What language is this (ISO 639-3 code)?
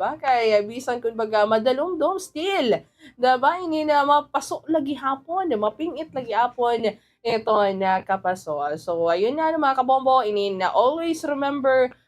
war